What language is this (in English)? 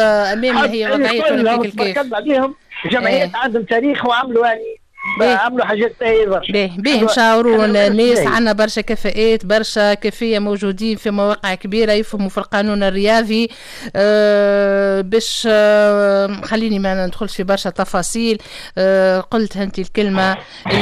Tunisian Arabic